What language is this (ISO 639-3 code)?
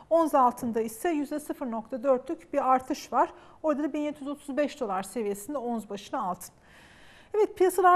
tur